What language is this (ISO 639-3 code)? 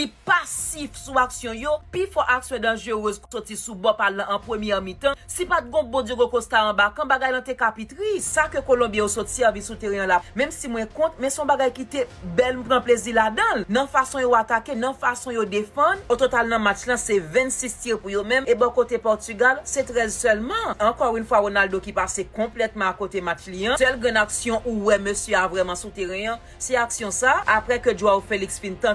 hat